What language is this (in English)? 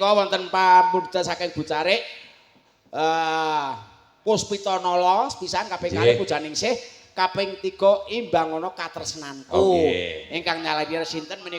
Javanese